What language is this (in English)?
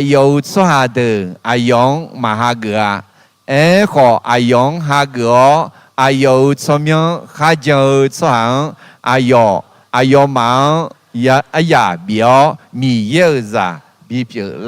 Akha